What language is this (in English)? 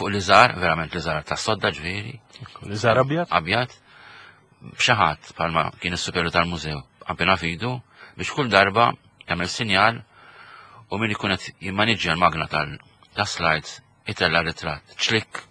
Maltese